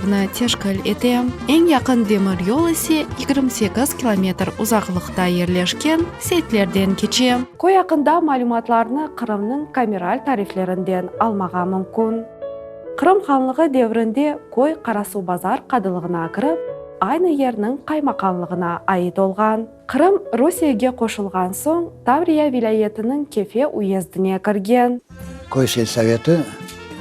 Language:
Crimean Tatar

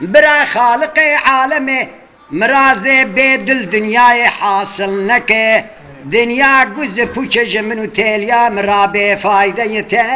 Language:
Kurdish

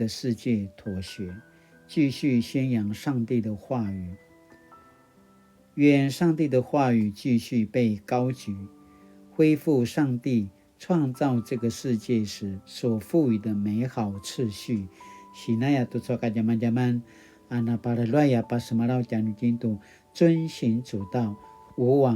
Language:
Paiwan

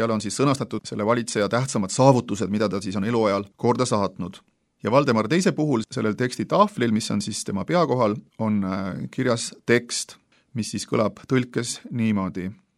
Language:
Estonian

